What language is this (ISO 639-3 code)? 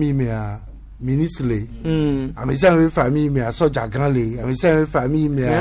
gej